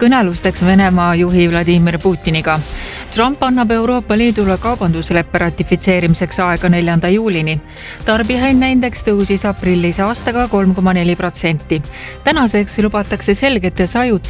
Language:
Estonian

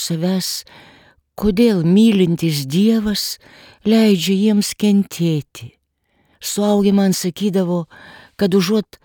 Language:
Lithuanian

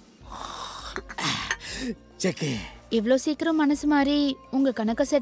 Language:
Tamil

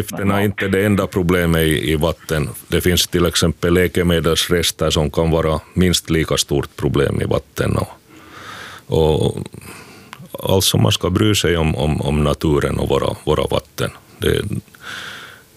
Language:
Swedish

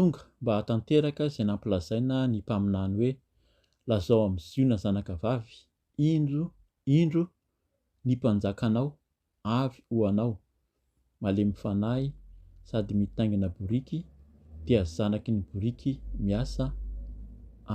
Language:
Malagasy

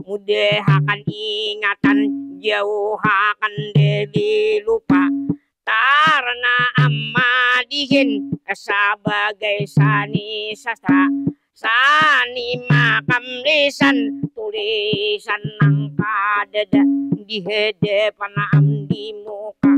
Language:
Banjar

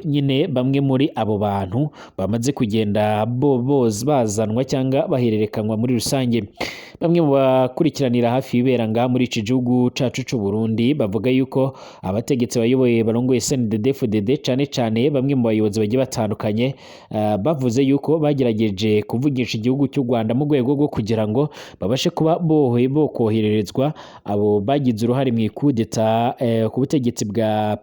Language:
Rundi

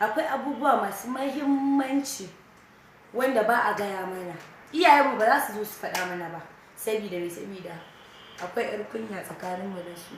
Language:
Hausa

